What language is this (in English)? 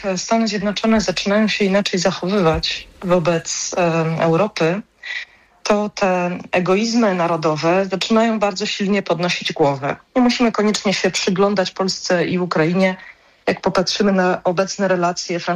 Polish